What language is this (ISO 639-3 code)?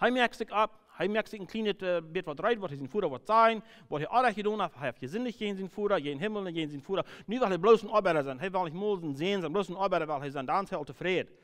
pdt